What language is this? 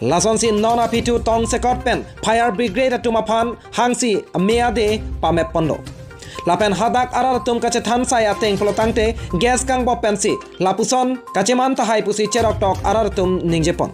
Karbi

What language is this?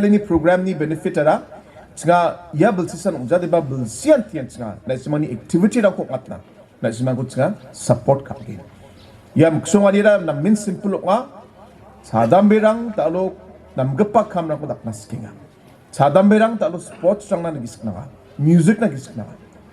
Garo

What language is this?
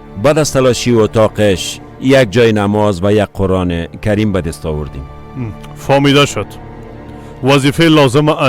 Persian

